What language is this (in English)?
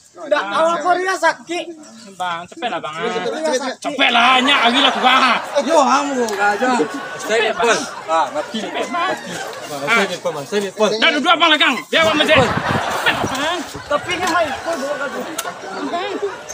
Minangkabau